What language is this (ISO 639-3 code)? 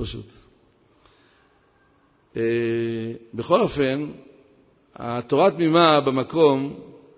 heb